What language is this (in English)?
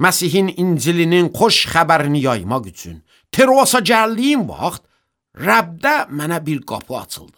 Azerbaijani